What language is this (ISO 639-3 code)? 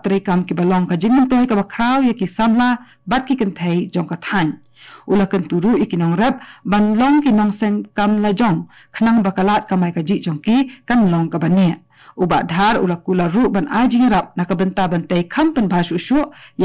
kha